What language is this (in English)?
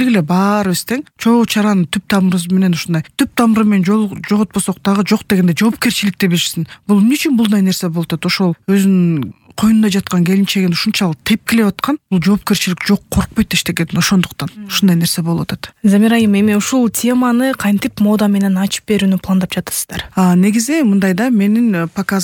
Kyrgyz